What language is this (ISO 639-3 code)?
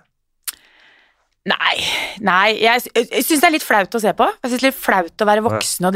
nor